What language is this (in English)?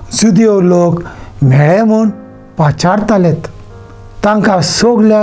Konkani